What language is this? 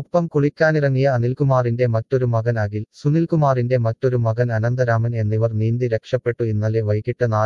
Malayalam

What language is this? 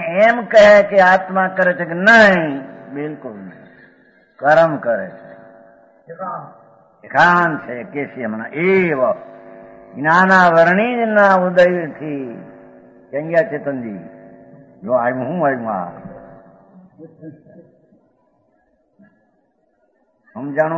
Gujarati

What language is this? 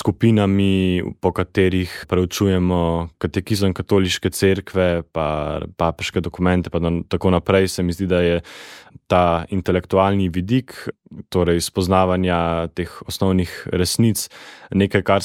Slovenian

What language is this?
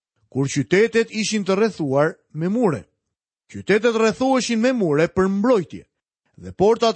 Albanian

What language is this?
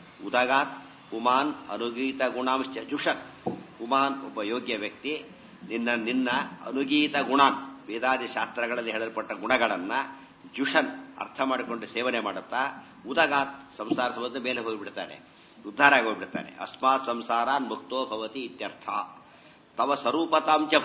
Kannada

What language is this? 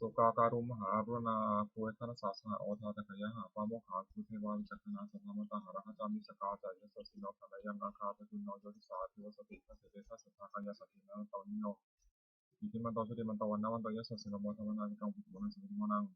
Pali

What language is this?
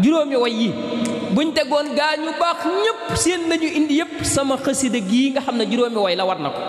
Wolof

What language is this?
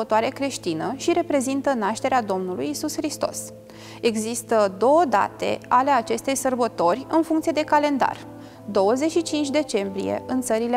Romanian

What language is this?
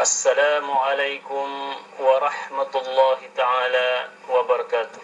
Yakan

